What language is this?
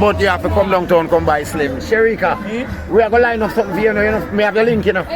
Jamaican Creole English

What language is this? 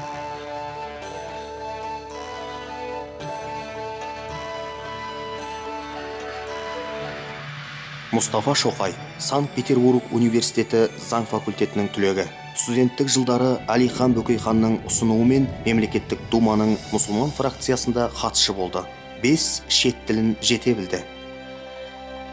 Kazakh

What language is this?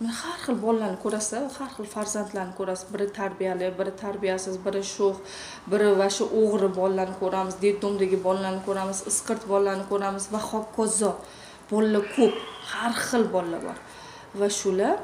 Uzbek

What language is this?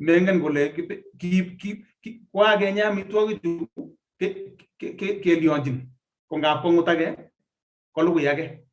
Kalenjin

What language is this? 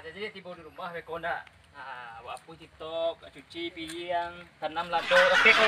Minangkabau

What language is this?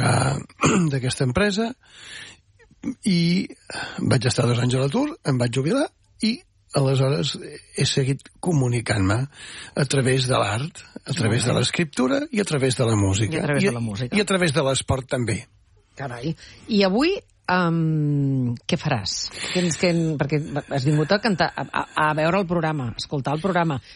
Catalan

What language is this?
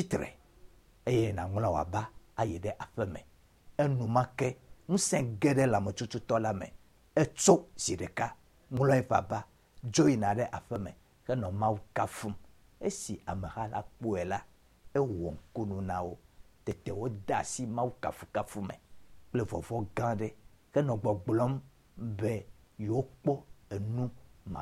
Ewe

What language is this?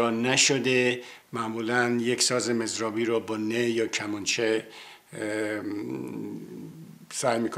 Persian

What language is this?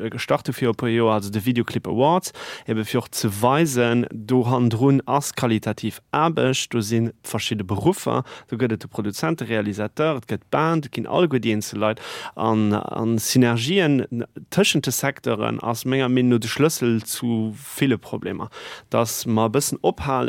Luxembourgish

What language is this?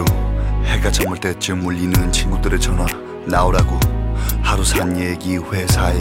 Korean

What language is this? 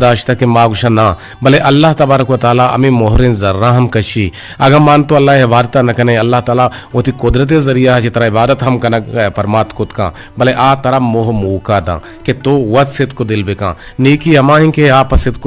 Eastern Balochi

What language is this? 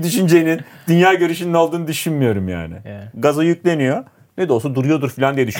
Turkish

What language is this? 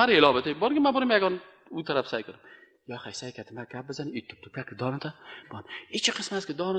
Persian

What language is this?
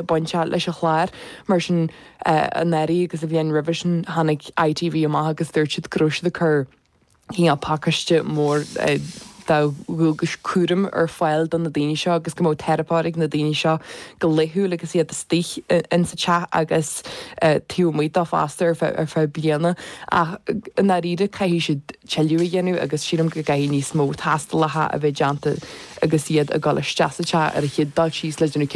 Irish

